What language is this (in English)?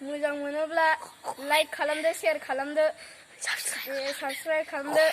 Bodo